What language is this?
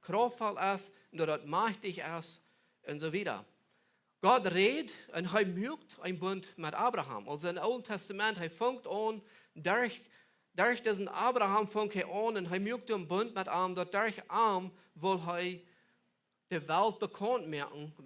Plautdietsch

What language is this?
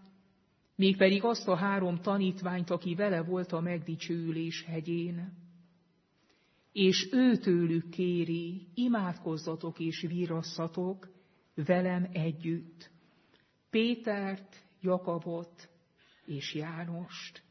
Hungarian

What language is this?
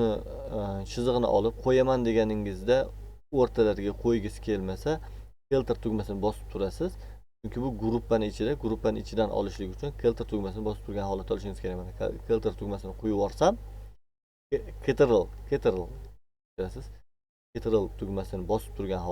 Uzbek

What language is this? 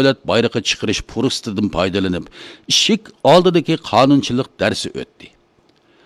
Uyghur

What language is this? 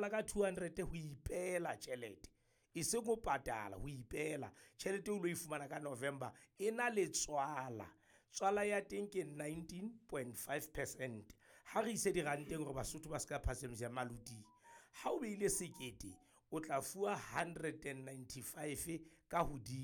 Southern Sotho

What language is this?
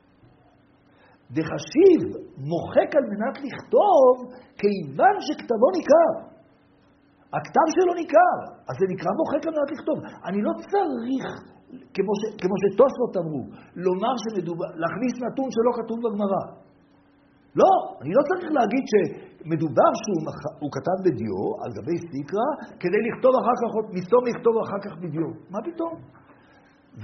Hebrew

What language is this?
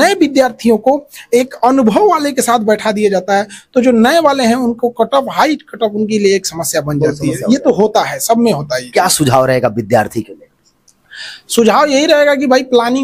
Hindi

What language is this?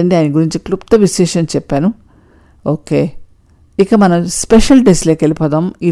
Telugu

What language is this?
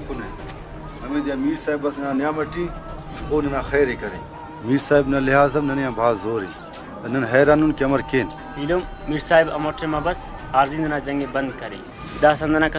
Brahui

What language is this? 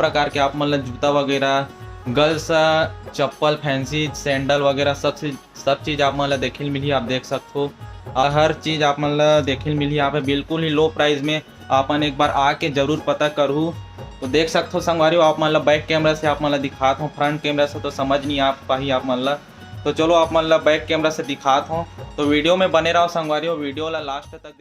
Chhattisgarhi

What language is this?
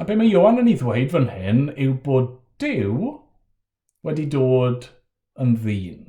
Welsh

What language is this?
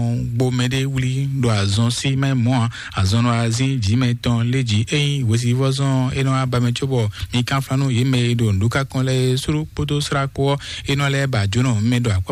Fon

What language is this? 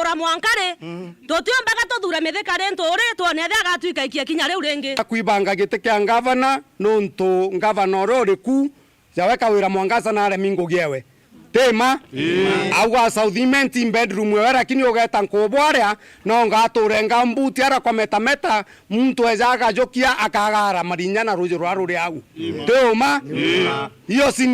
Meru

